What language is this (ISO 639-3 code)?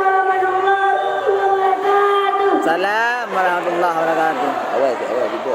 ace